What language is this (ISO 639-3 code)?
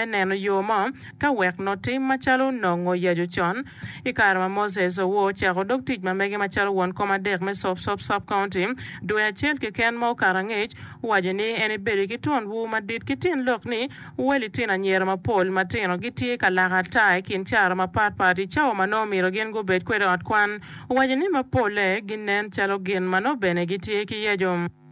ach